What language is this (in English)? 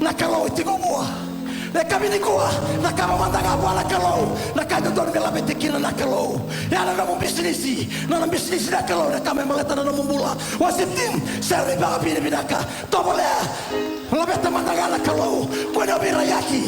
Fijian